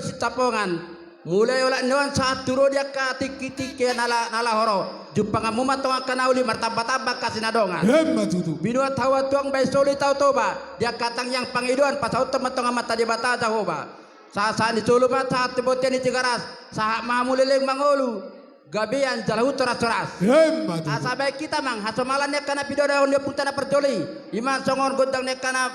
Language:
Batak Toba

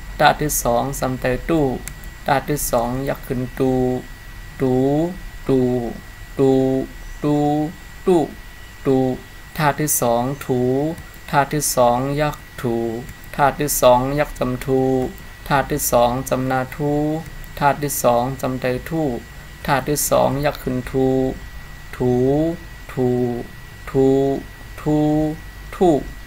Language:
Shan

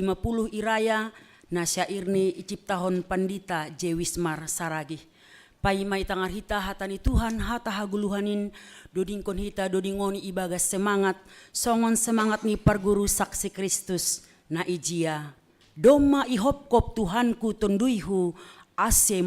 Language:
Batak Simalungun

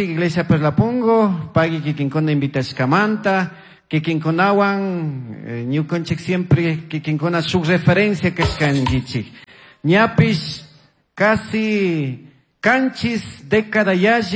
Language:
Chimborazo Highland Quichua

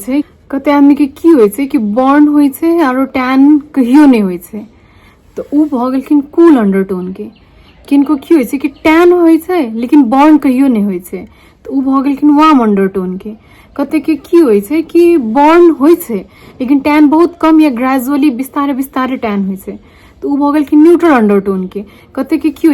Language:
Maithili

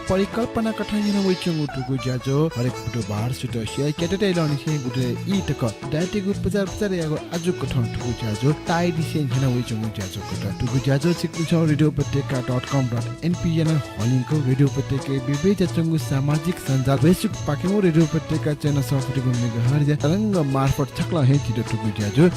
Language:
Newari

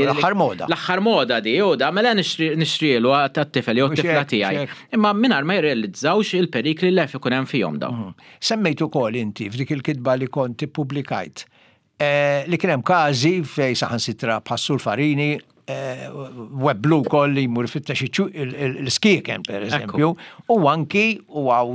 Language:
Maltese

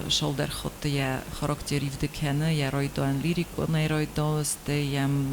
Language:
Ossetic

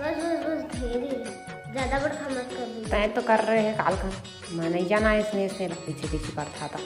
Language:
Chhattisgarhi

